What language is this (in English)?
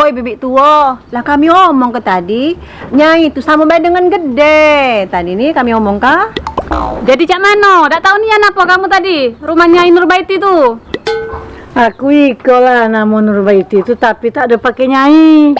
Musi